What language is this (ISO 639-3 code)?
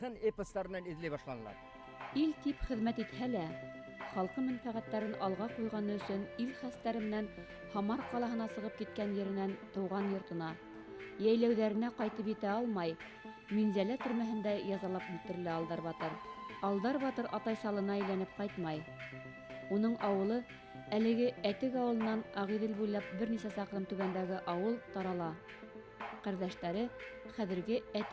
bak